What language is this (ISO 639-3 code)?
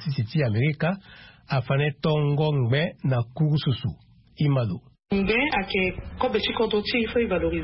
sag